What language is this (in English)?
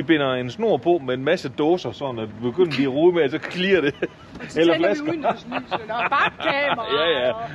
Danish